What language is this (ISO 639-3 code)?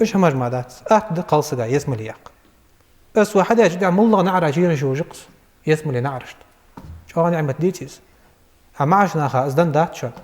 inh